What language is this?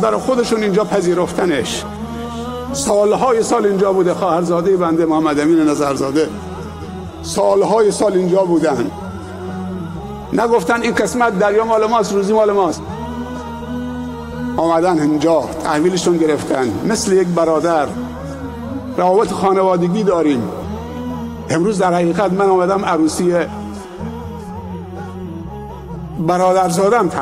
Persian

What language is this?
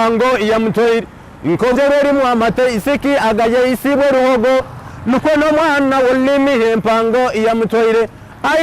Nyankole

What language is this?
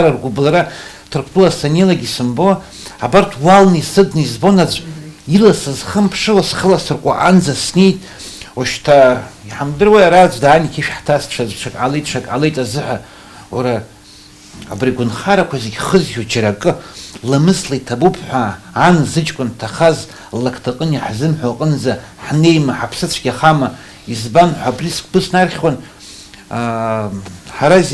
Abkhazian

